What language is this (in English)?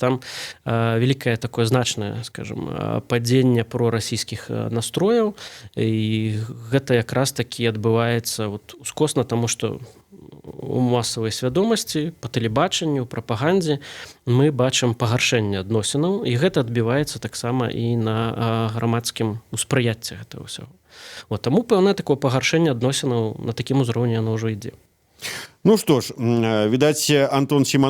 Belarusian